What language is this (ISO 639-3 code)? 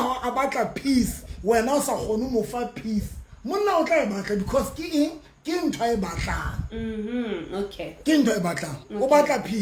sot